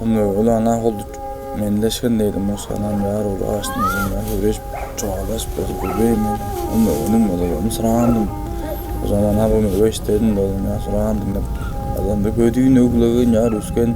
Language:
Tuvinian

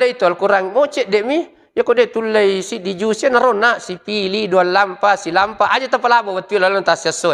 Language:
Buginese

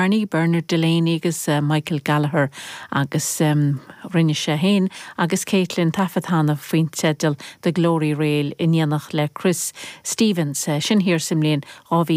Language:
Irish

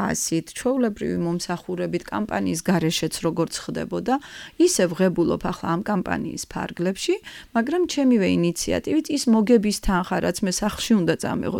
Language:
Georgian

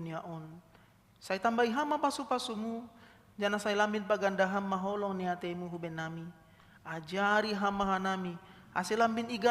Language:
Batak Simalungun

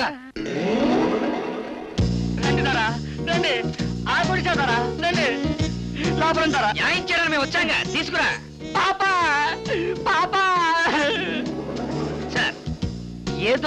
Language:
Telugu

